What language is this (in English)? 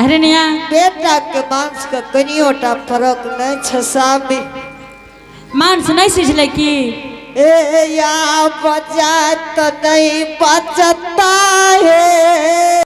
Angika